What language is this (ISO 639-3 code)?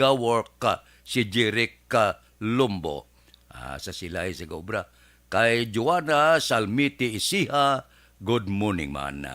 hil